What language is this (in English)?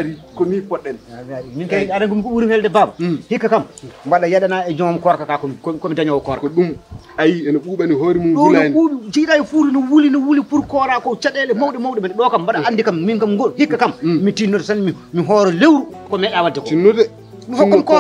Fula